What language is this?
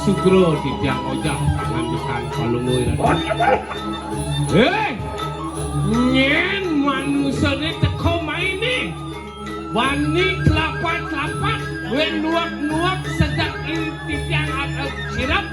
Balinese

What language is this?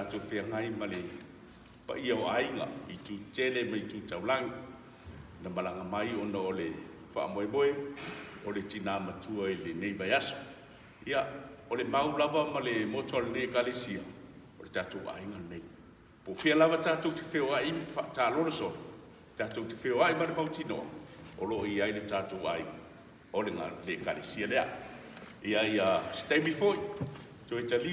Samoan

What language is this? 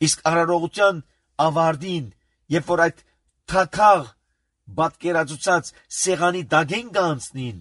Armenian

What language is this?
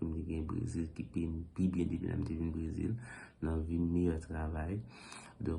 Haitian Creole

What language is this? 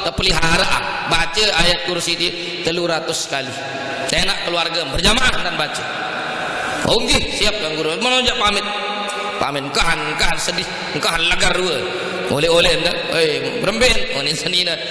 Sasak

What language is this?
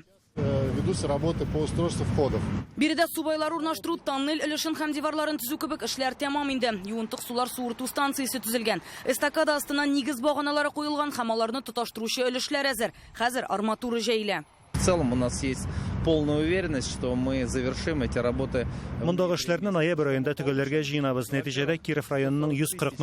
Tatar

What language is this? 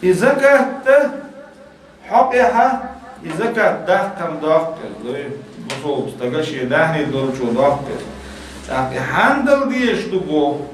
Chechen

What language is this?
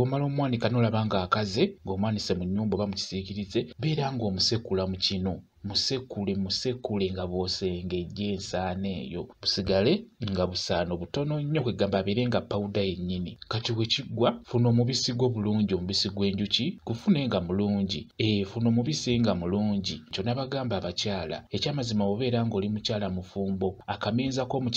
Ganda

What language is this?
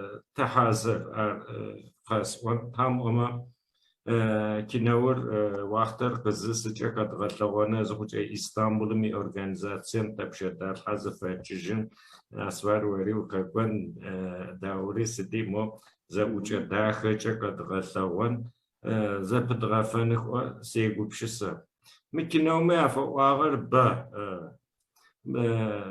Adyghe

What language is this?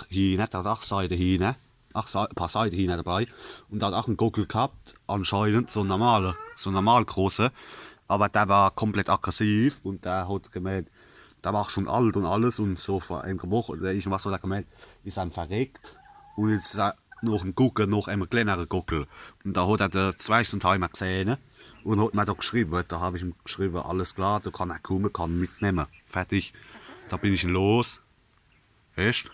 Palatine German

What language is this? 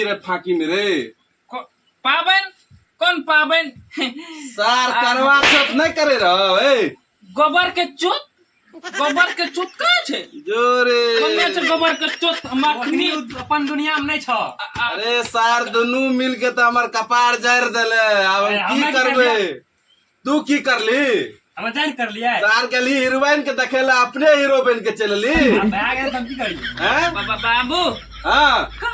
Maithili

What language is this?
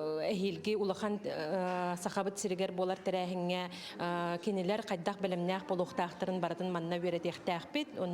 Yakut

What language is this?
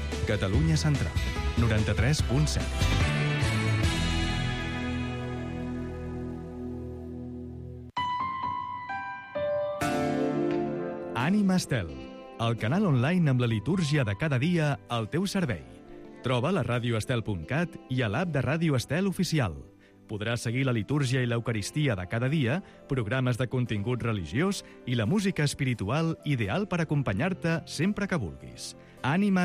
Catalan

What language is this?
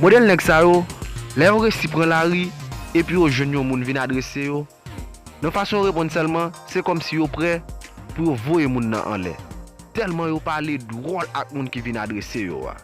Haitian Creole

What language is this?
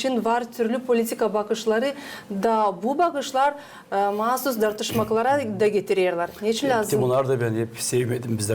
Gagauz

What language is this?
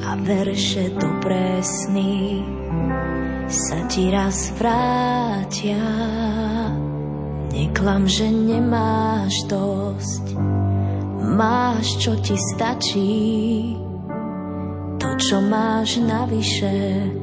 Slovak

